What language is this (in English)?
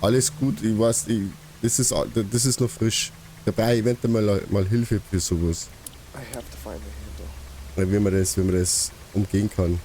Bavarian